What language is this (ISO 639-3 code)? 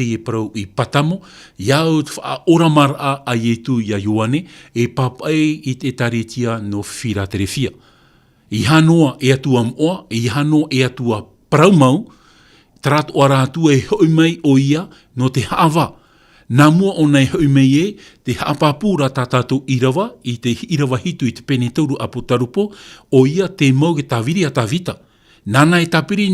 tah